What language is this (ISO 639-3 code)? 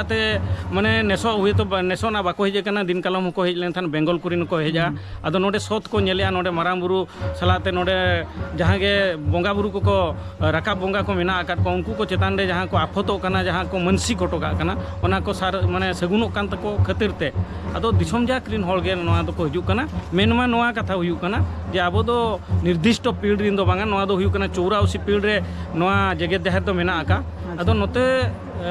sat